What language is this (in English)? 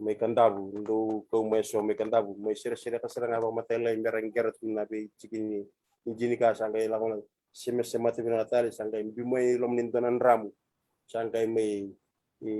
Fijian